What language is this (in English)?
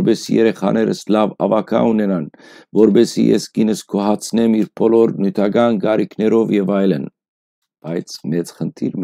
Western Armenian